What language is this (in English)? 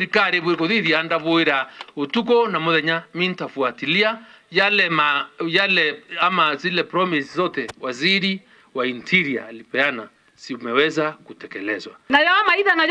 Meru